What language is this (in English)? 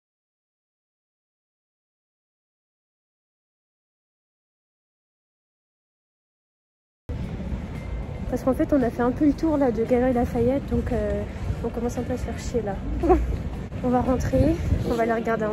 French